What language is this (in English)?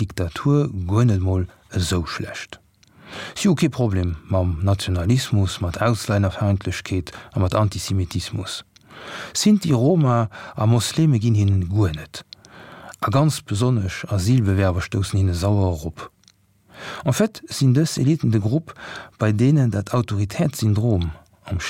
Luxembourgish